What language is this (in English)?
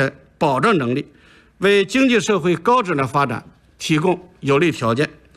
Chinese